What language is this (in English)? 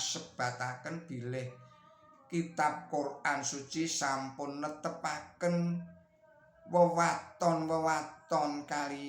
Javanese